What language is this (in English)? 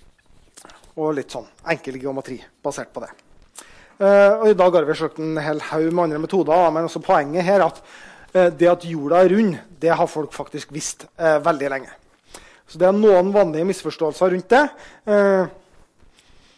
Norwegian